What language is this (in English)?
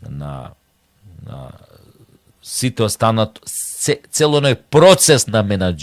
Macedonian